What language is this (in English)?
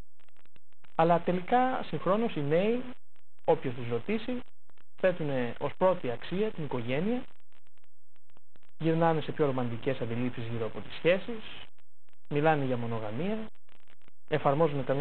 Greek